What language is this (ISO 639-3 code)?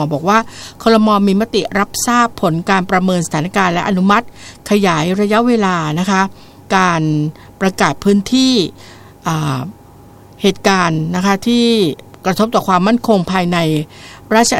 tha